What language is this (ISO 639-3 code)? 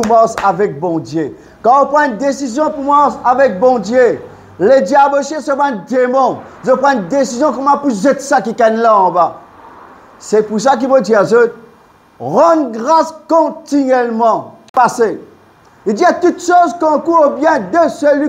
mfe